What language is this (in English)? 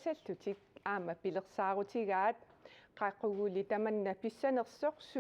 Kalaallisut